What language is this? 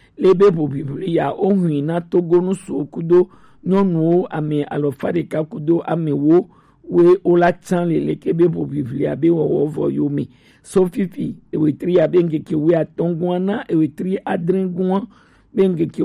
Gen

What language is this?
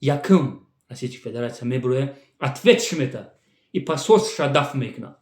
Tajik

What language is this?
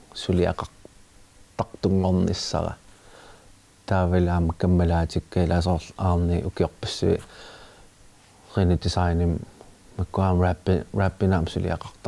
Kalaallisut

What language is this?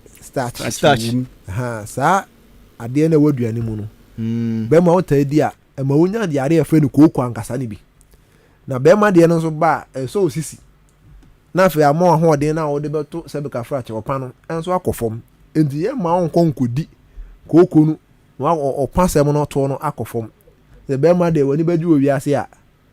Akan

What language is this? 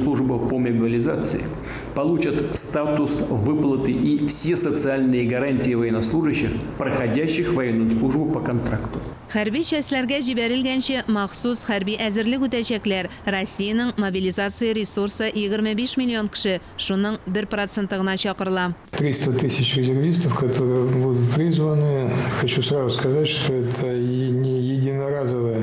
Tatar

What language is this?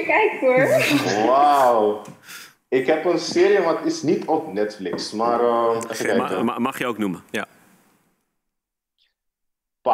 Dutch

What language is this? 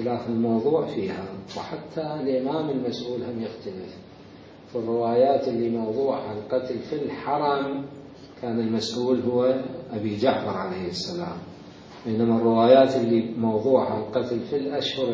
Mesopotamian Arabic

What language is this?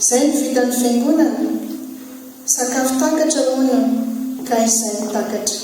Malagasy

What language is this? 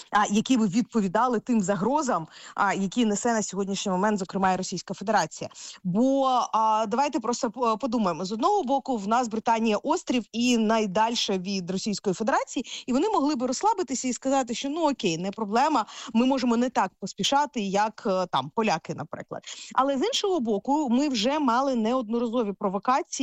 Ukrainian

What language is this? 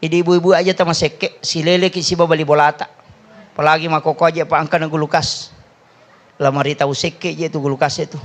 Buginese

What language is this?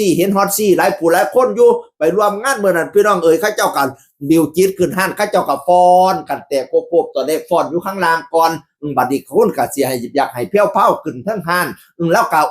Northeastern Thai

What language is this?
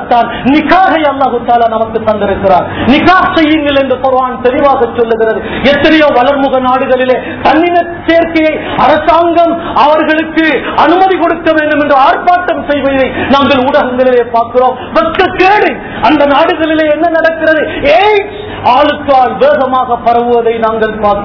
Tamil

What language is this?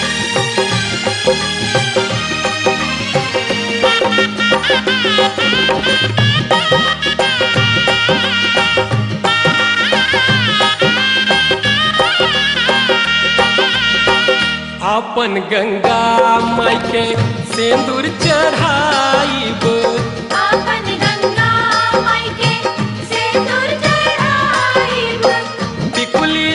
Bhojpuri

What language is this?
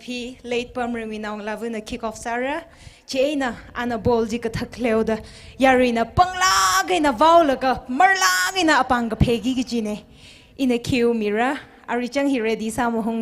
Tangkhul Naga (India)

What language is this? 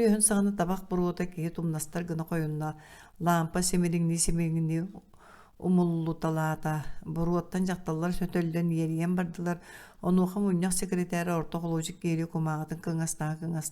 Yakut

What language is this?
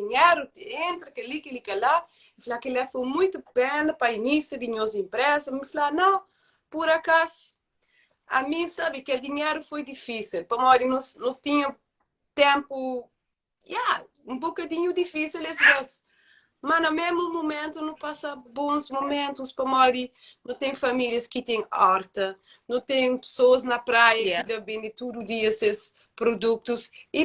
Kabuverdianu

